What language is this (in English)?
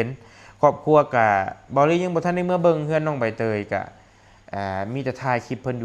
Lao